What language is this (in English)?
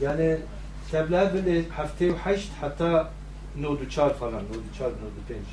Kurdish